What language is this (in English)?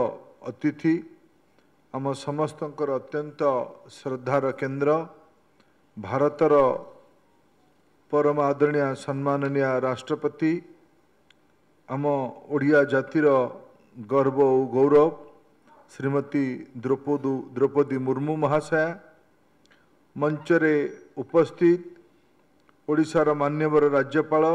Odia